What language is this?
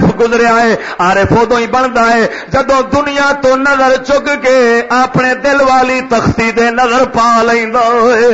Western Panjabi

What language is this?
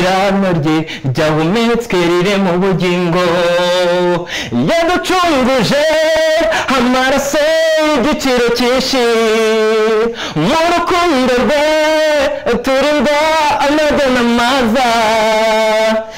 Kinyarwanda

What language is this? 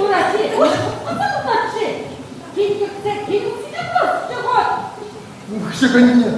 Chuvash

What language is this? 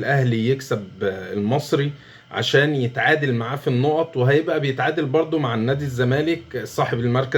Egyptian Arabic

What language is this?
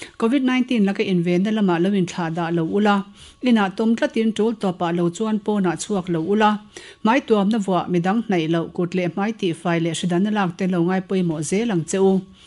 Mizo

